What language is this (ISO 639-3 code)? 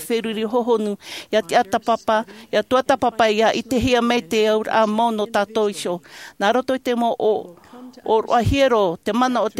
tah